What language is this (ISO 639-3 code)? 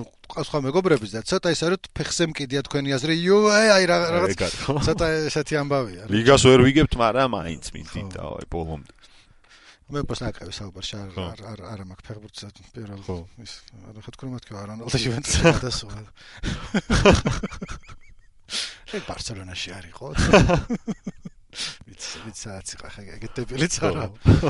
kat